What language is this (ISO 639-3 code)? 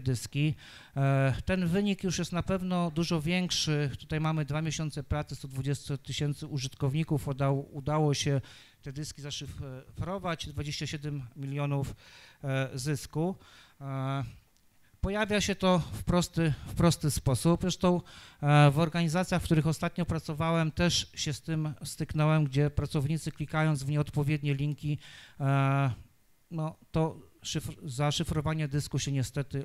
pol